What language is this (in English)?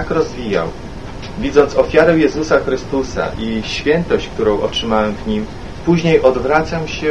Polish